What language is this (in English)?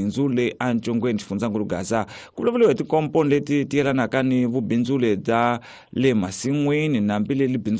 Tsonga